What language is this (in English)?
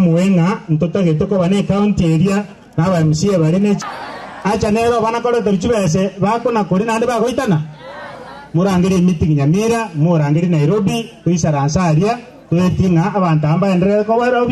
Gusii